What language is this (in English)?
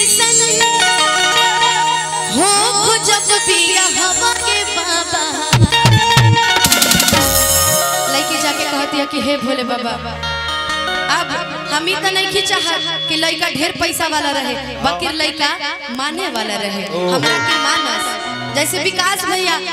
Bhojpuri